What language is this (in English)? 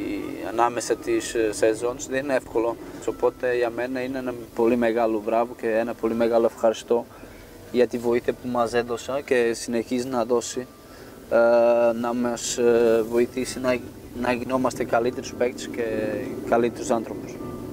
Greek